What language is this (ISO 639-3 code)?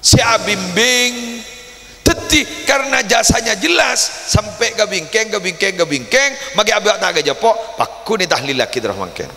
mad